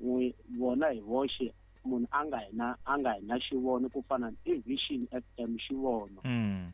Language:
Tsonga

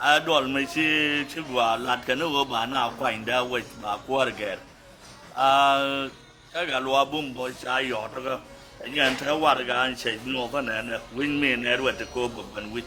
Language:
Nuer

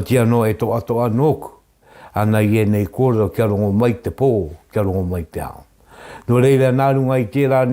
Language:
Māori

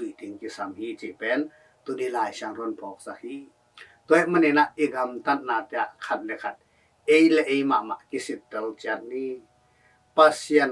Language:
Tedim Chin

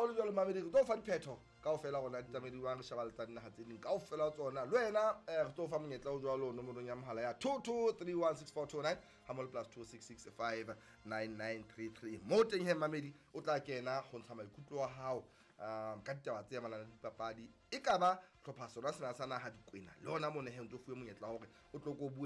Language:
Southern Sotho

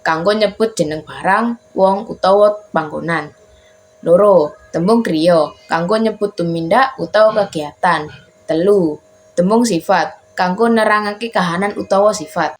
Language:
Javanese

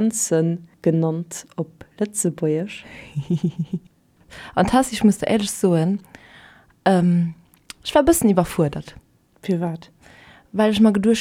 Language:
Luxembourgish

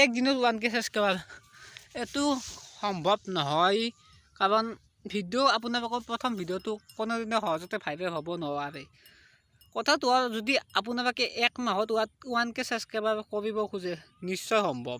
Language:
Assamese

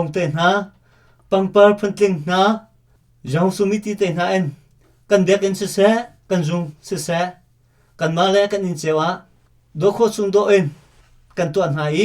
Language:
Hakha Chin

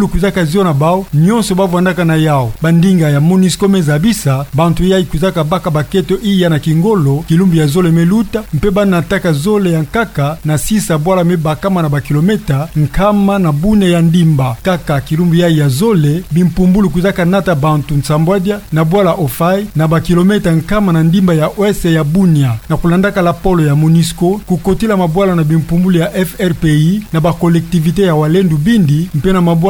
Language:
Kituba (Democratic Republic of Congo)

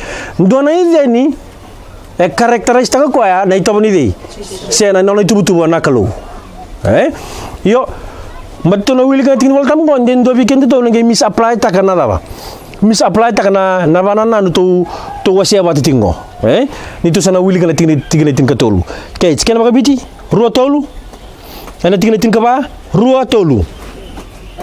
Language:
Fijian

